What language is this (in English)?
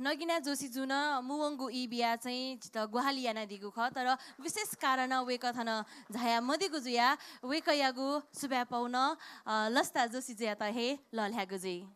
Newari